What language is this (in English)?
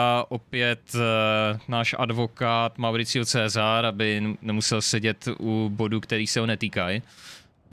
Czech